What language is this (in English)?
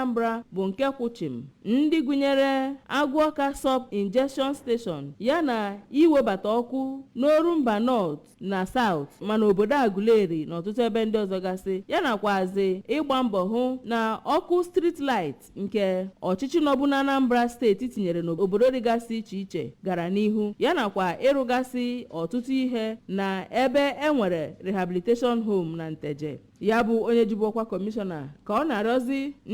Igbo